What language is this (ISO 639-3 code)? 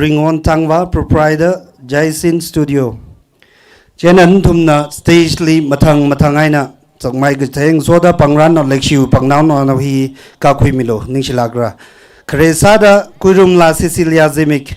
nmf